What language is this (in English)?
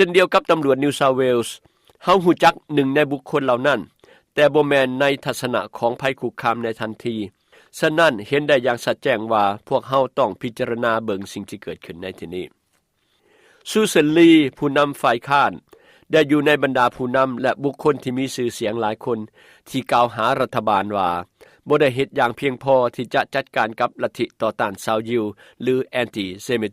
Lao